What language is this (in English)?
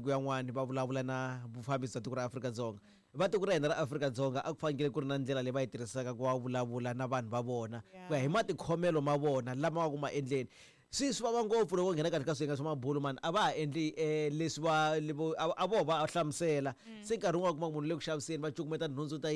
Tsonga